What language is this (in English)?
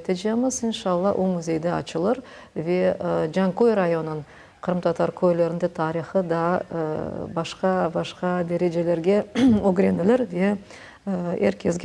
Crimean Tatar